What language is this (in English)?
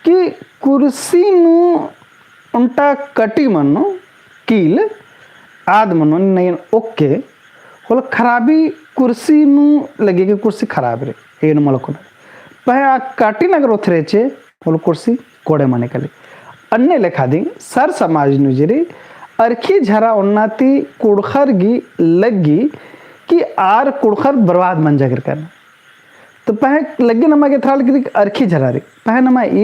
Kurukh